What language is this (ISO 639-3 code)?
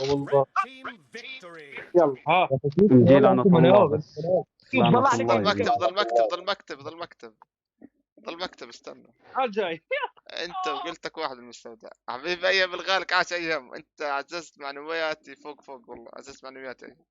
apc